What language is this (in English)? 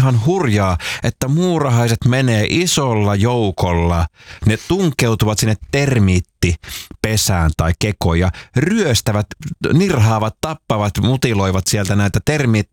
Finnish